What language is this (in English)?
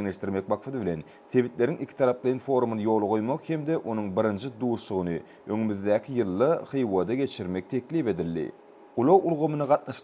Turkmen